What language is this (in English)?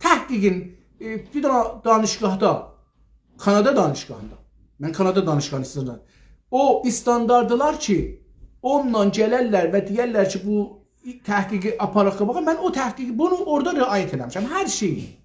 South Azerbaijani